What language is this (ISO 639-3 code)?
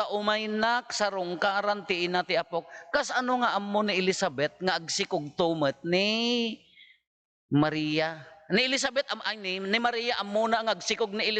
ilo